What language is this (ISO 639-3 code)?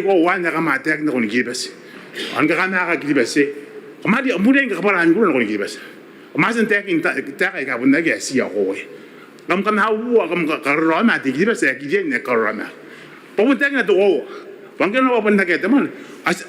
gil